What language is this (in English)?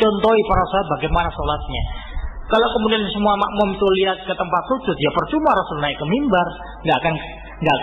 Indonesian